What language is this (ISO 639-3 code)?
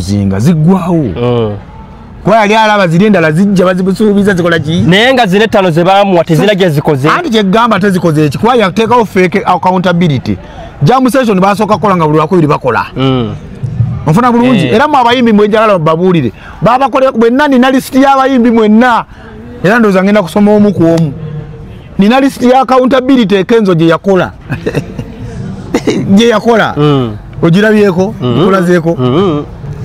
lug